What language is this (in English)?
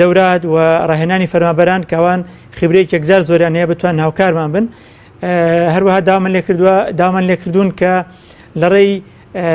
Central Kurdish